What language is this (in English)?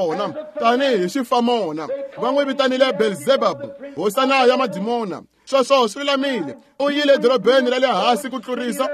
Tsonga